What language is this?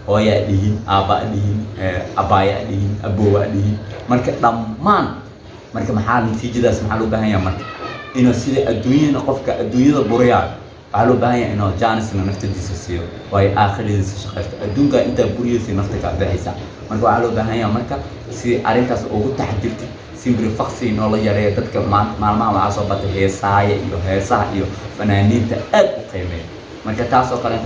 Somali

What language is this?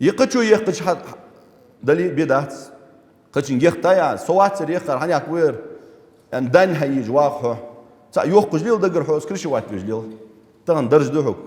Ingush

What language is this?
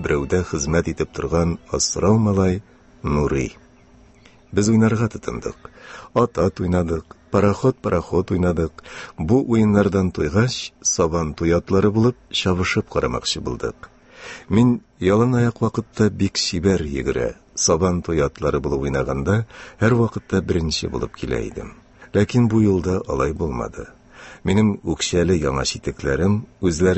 Tatar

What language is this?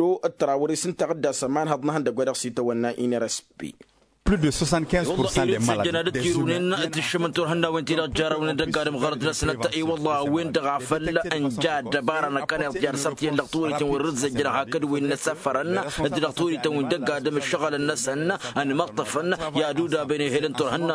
Tamasheq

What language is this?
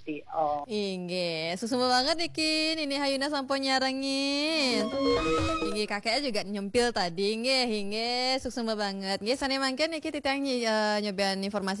Balinese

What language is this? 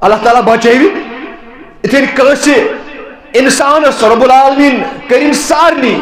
Kashmiri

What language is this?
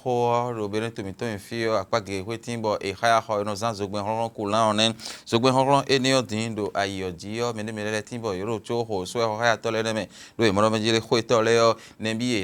Fon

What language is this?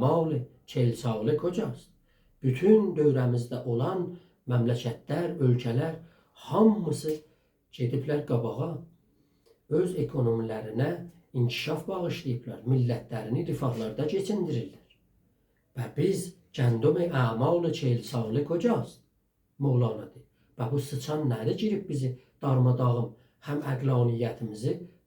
South Azerbaijani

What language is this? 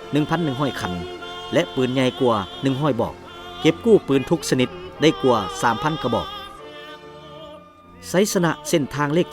Lao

